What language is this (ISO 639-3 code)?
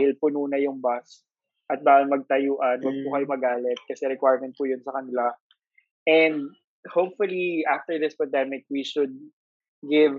fil